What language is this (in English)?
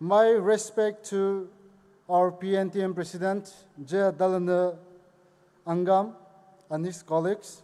Poumei Naga